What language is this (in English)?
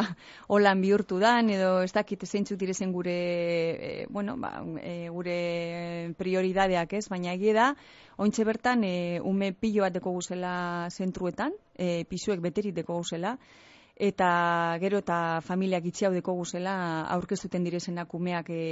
Basque